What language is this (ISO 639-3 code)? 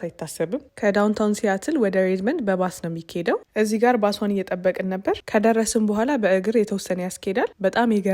amh